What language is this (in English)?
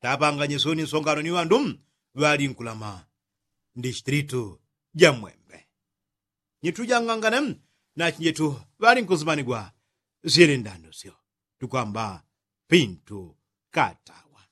Yao